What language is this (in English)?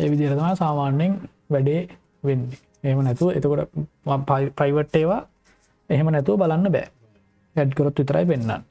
Sinhala